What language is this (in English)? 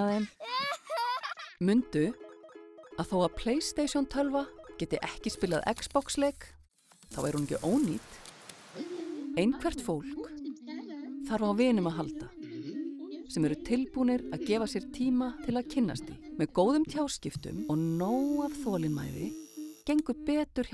Icelandic